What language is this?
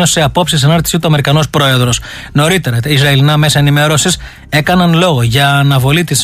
Greek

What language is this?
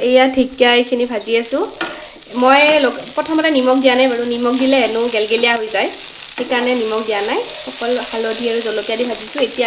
Assamese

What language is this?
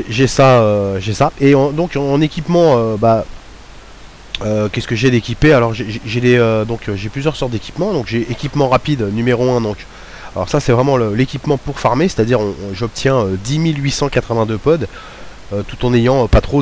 French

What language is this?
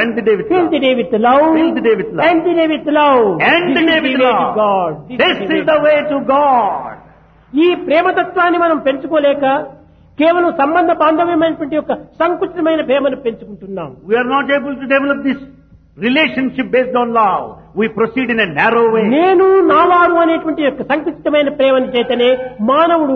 Telugu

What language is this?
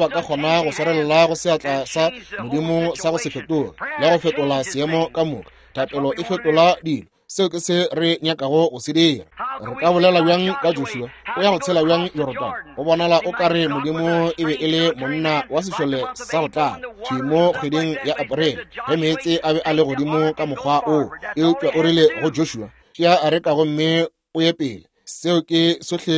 Northern Sotho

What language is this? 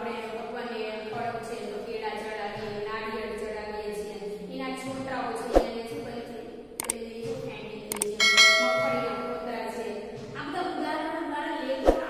Gujarati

